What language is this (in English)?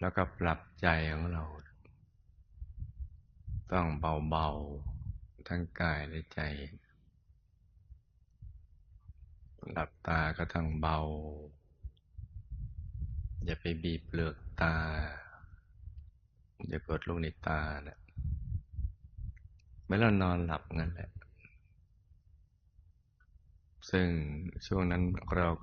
Thai